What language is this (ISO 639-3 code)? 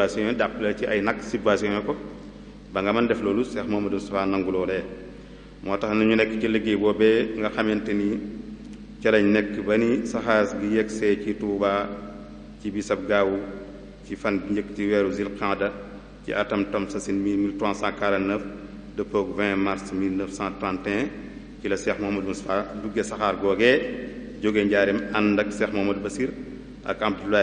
wol